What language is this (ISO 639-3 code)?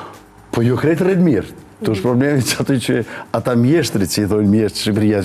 sqi